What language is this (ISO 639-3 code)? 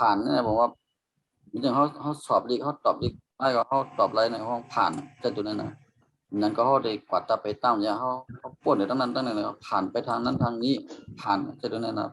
shn